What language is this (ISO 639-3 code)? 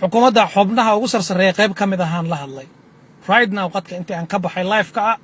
som